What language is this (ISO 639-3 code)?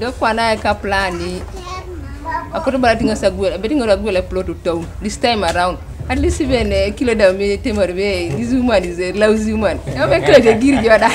teo